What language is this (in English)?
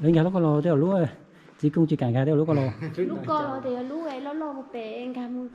Hmong